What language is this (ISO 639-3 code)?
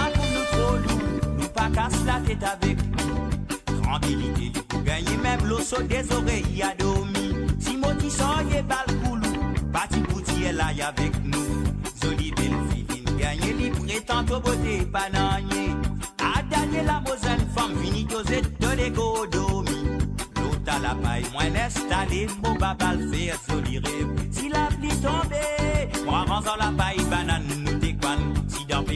mfe